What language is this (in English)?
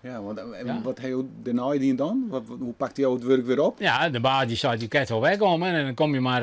Western Frisian